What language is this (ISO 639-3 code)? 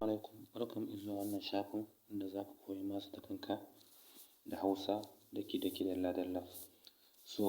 hau